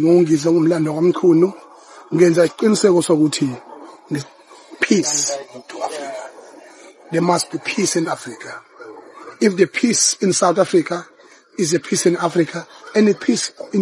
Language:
Zulu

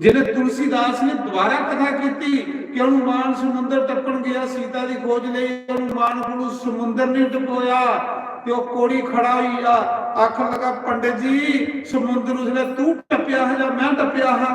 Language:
Dogri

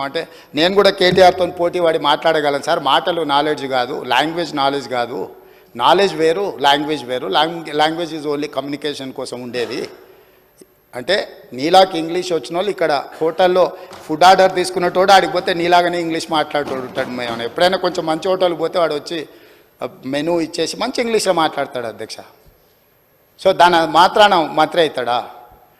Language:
Telugu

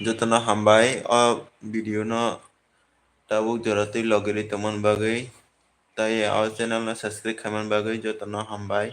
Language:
Kok Borok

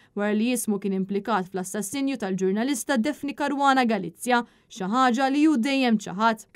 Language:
Maltese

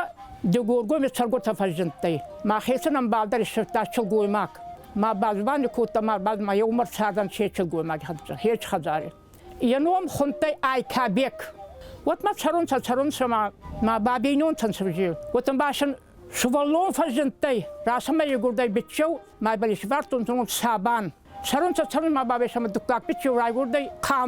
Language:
Ossetic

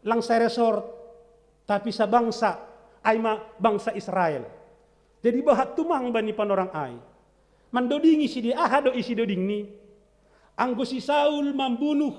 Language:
Batak Simalungun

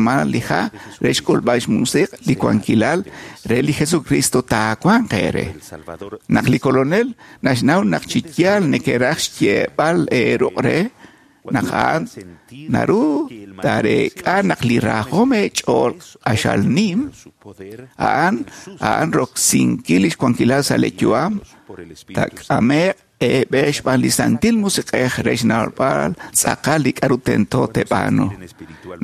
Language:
Kekchí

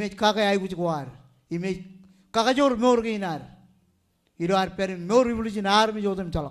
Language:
Marshallese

